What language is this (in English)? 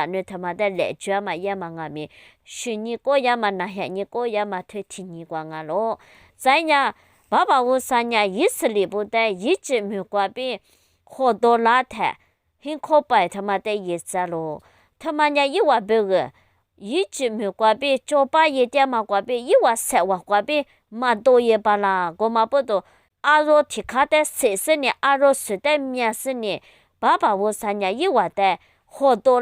Lisu